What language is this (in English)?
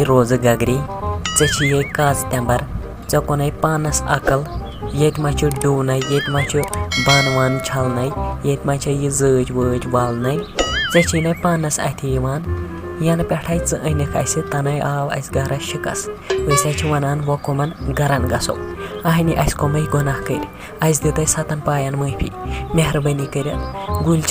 Kashmiri